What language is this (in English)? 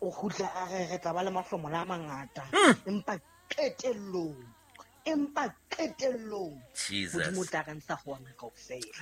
Southern Sotho